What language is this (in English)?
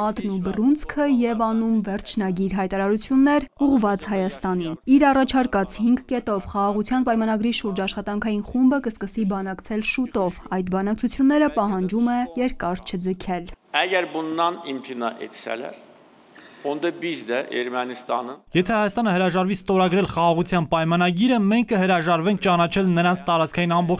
Armenian